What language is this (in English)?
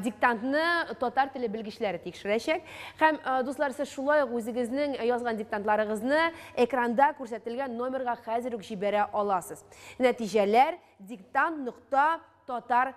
Tatar